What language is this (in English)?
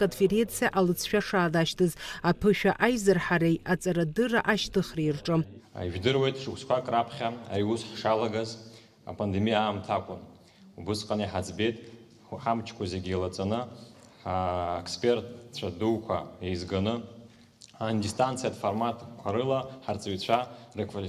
Abkhazian